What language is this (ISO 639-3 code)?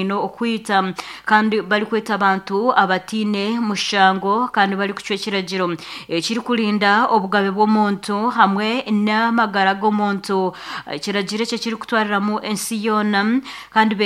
nyo